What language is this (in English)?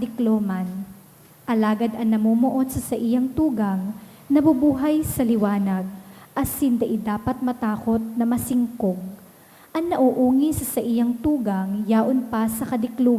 Bikol